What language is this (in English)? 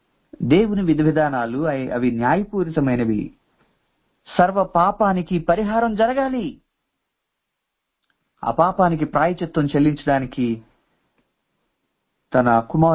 Telugu